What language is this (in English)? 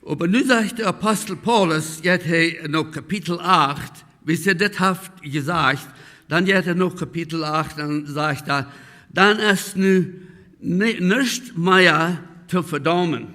Plautdietsch